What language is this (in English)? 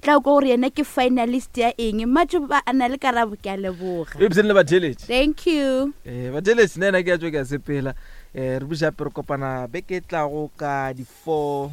Northern Sotho